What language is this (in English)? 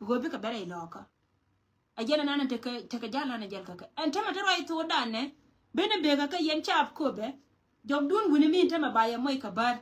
Nuer